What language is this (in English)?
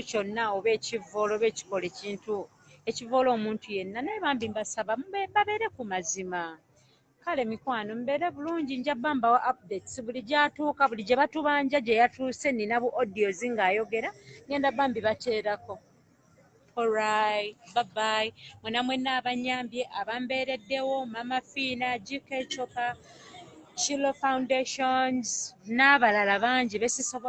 Ganda